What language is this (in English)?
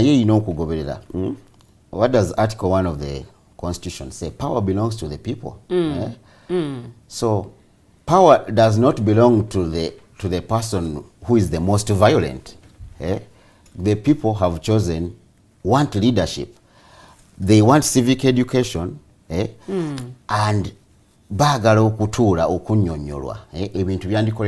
Ganda